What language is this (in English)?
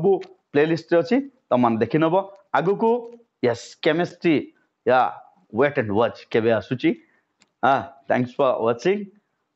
Odia